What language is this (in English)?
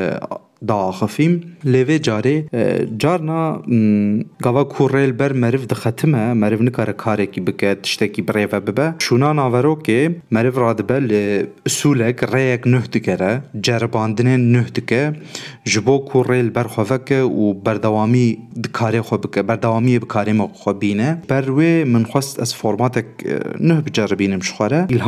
Kurdish